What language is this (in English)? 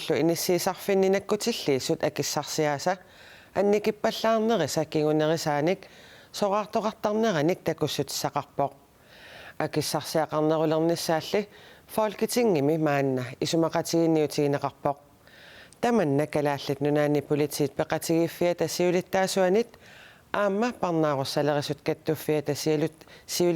Kalaallisut